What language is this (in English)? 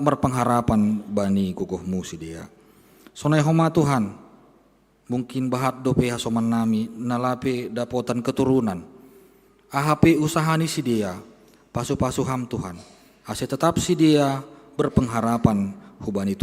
Batak Simalungun